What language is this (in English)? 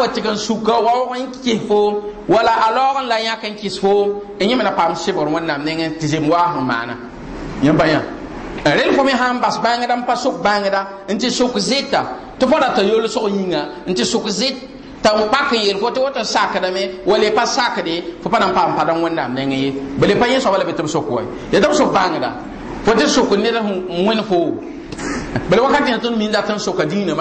Mossi